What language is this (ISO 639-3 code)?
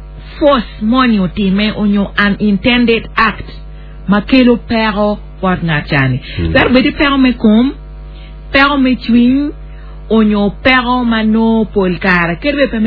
ach